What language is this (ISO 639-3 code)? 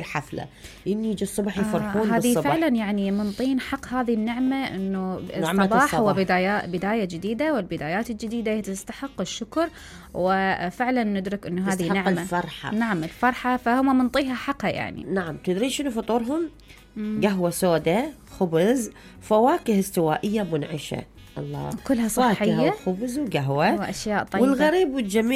acm